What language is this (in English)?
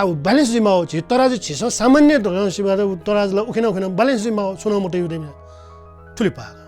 Newari